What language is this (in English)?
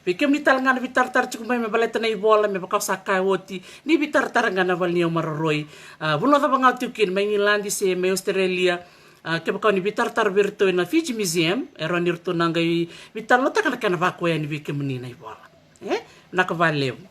Fijian